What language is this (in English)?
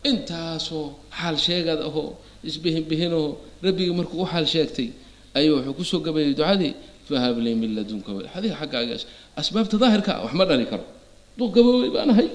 Somali